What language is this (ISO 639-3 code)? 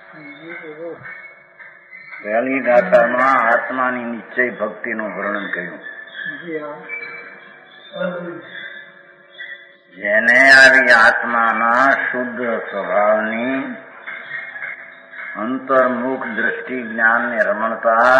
guj